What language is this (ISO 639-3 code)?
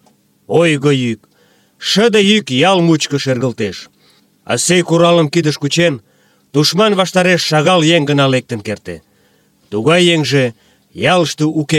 chm